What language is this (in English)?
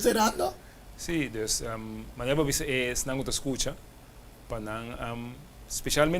Papiamento